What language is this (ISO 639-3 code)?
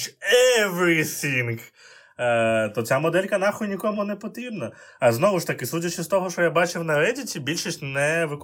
ukr